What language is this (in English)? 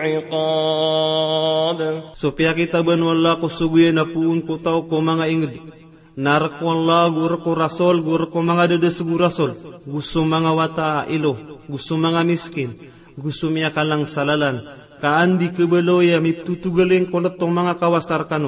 Maranao